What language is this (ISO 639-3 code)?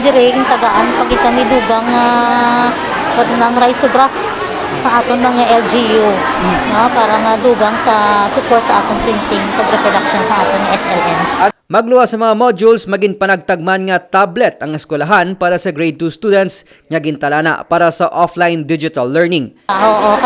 hil